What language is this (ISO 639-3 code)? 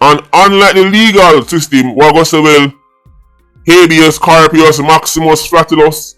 jam